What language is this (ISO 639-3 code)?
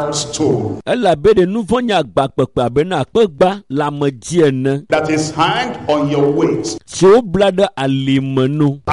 ewe